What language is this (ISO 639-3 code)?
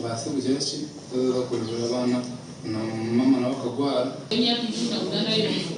nyn